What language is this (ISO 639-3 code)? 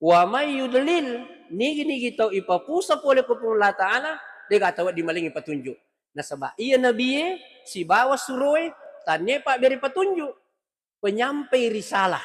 bug